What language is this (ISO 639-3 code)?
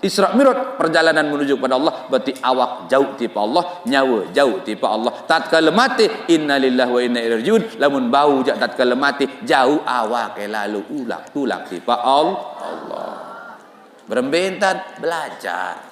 sas